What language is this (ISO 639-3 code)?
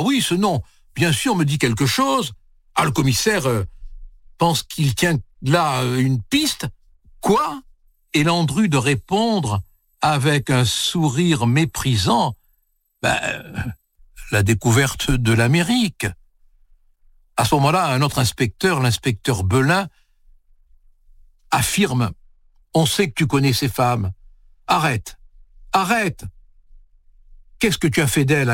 fra